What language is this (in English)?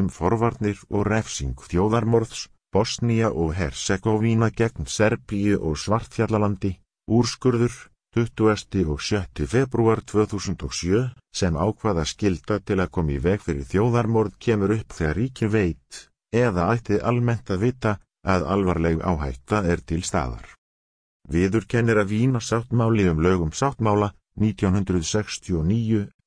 Icelandic